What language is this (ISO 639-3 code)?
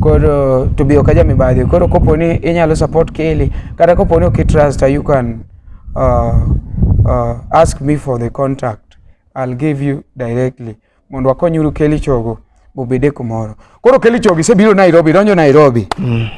luo